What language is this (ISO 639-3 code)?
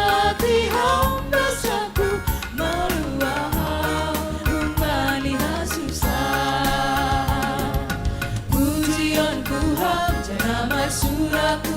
bts